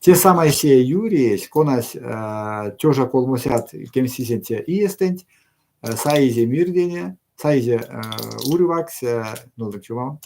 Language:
Erzya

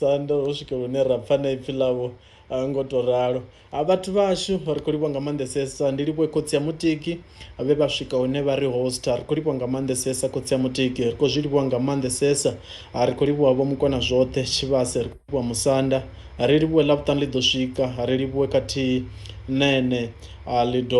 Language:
Venda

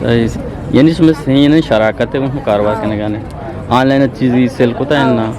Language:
Eastern Balochi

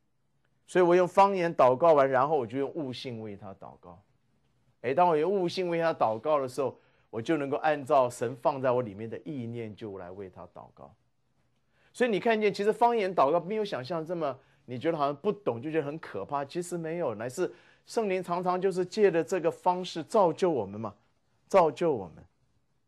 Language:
Chinese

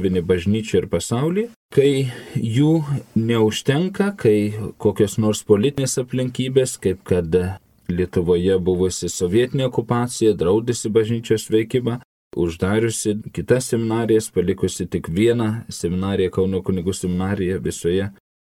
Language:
Lithuanian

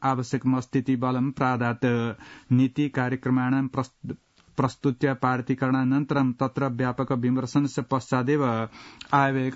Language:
Sanskrit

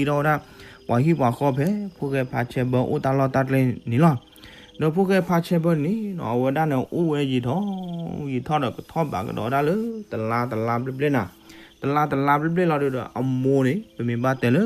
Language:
S'gaw Karen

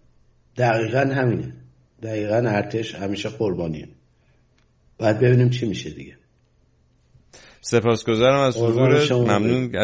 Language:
Persian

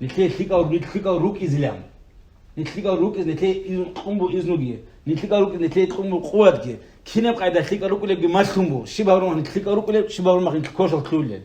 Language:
Avaric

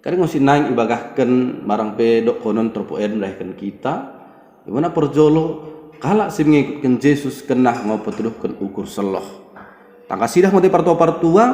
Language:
Batak Dairi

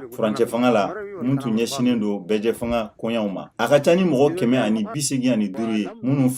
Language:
Bambara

